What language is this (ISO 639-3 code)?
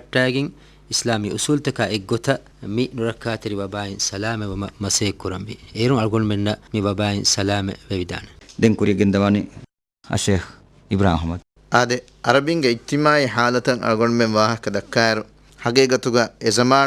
div